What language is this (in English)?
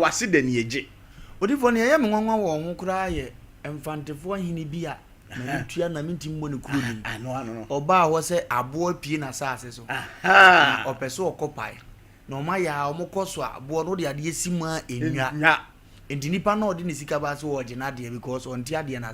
Akan